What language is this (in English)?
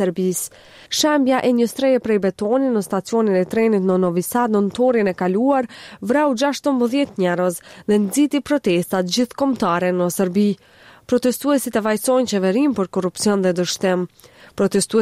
Albanian